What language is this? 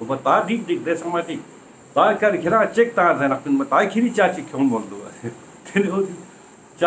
Ladakhi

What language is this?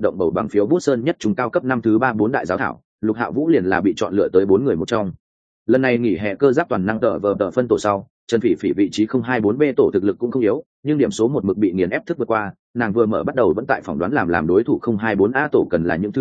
Vietnamese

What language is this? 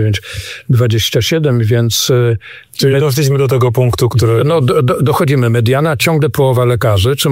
Polish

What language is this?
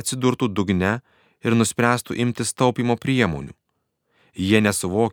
Lithuanian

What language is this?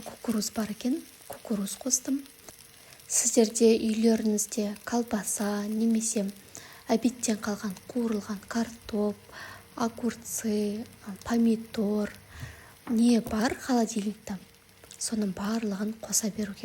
Kazakh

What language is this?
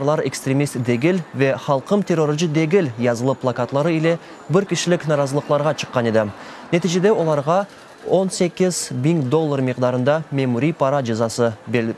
Crimean Tatar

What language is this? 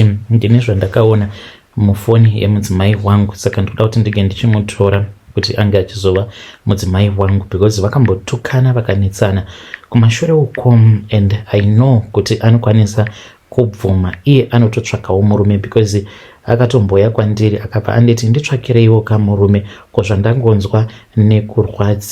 Shona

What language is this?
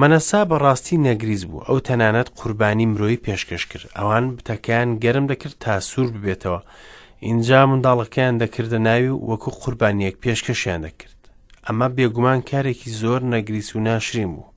Central Kurdish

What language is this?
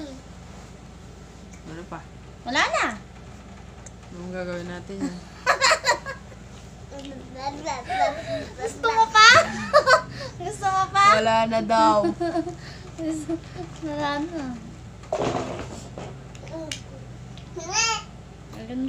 Filipino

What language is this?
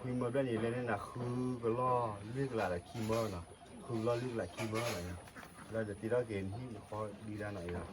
S'gaw Karen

